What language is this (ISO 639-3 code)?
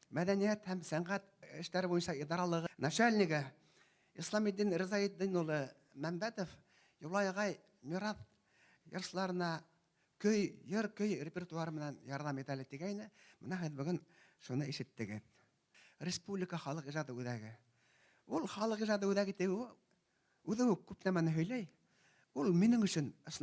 bak